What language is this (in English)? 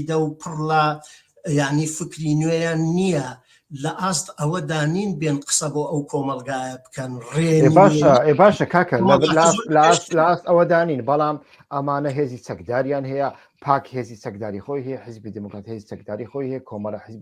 Central Kurdish